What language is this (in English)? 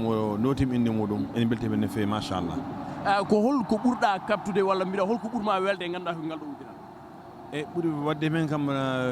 Fula